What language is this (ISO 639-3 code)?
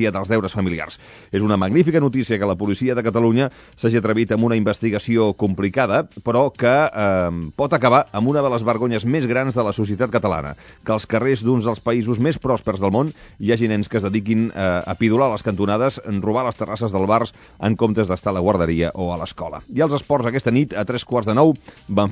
cat